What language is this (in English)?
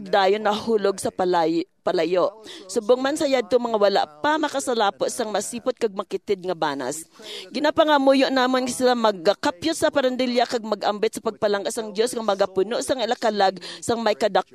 Hiligaynon